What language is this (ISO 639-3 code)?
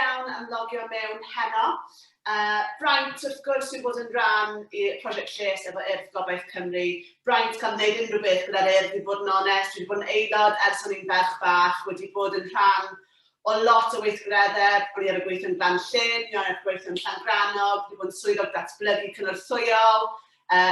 cym